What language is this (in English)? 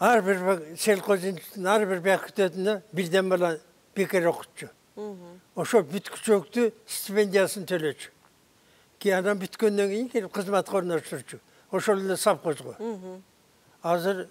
Kyrgyz